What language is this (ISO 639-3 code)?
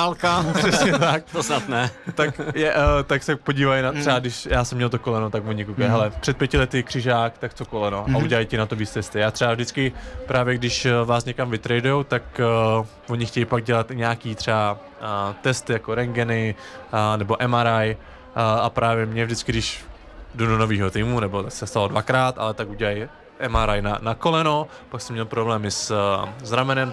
ces